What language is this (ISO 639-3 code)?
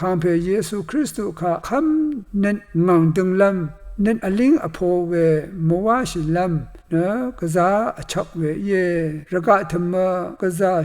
raw